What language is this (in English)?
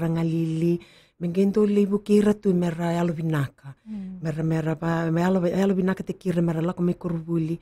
Fijian